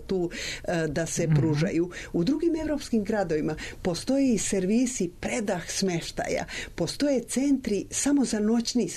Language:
Serbian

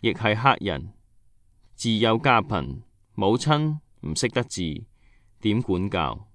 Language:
Cantonese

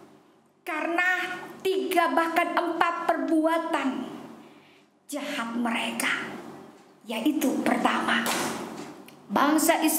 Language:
Indonesian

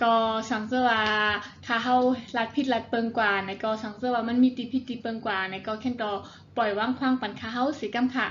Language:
Shan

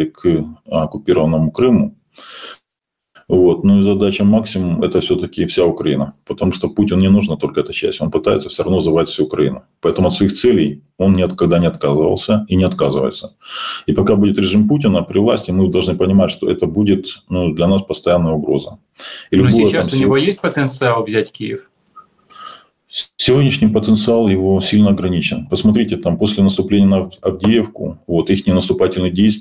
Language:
Russian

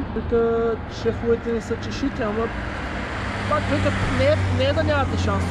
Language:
Bulgarian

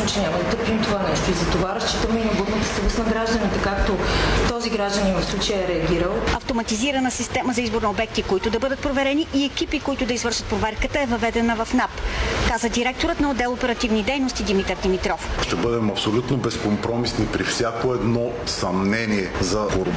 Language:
Bulgarian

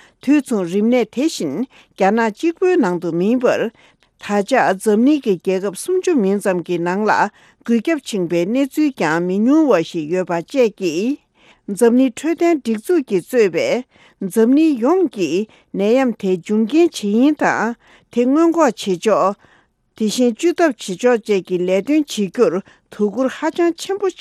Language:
Tibetan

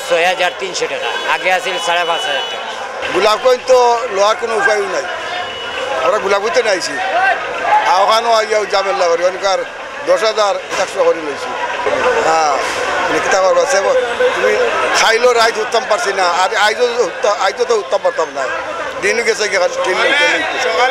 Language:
Sylheti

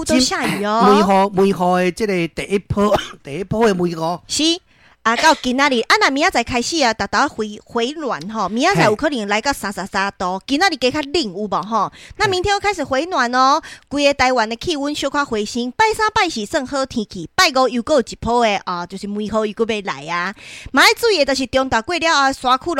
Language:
Min Nan Chinese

